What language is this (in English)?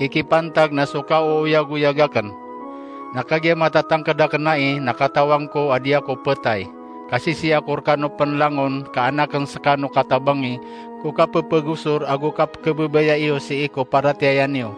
Maranao